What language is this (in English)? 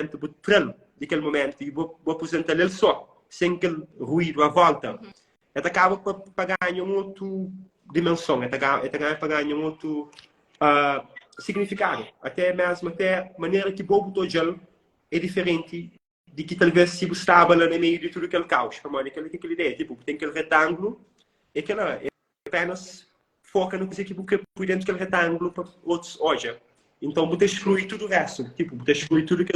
Kabuverdianu